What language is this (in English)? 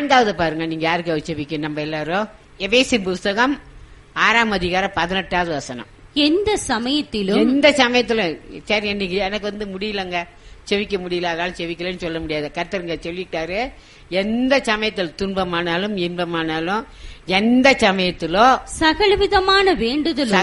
Tamil